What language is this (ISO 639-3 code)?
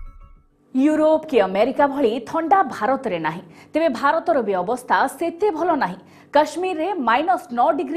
ori